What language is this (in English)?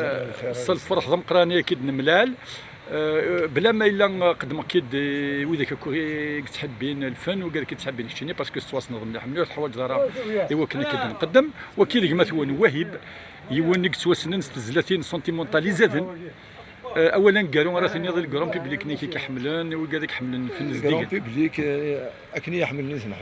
Kabyle